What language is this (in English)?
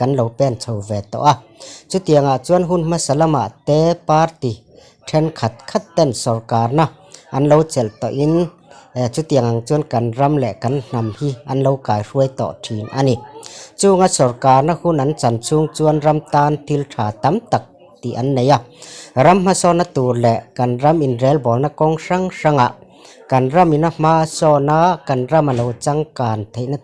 Mizo